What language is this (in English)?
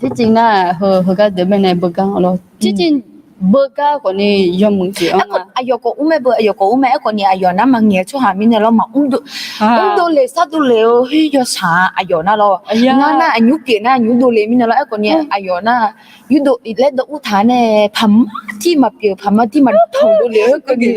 Akha